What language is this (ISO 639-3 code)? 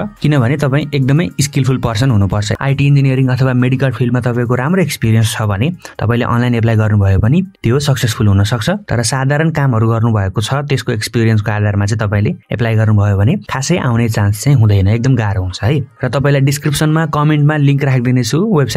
nep